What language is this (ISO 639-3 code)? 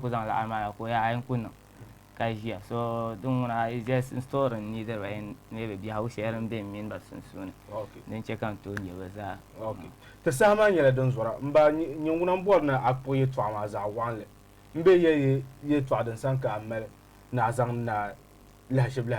dag